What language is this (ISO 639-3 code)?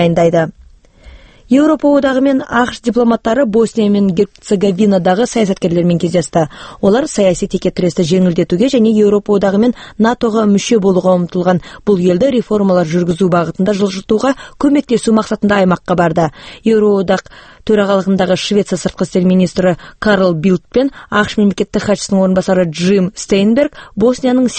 kaz